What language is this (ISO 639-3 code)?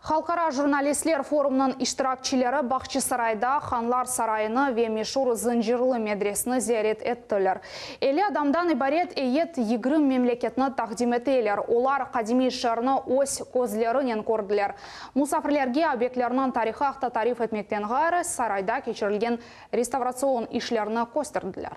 crh